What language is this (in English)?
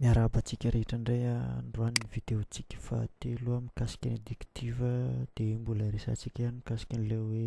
Malagasy